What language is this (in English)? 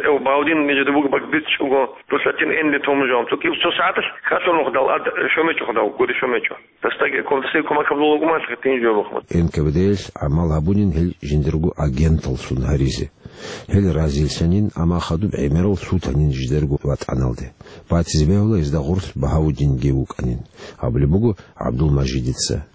Avaric